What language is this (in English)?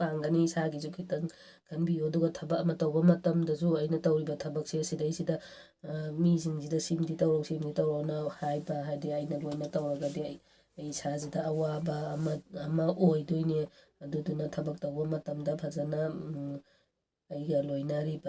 Manipuri